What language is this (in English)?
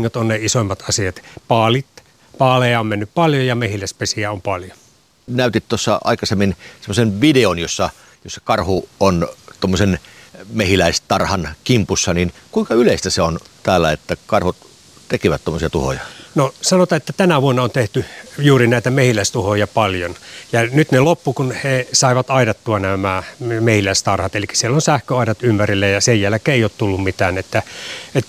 Finnish